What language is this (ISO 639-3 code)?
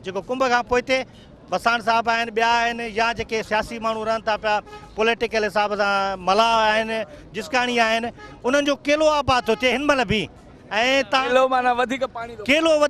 snd